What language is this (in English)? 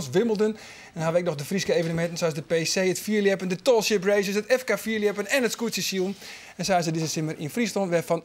Western Frisian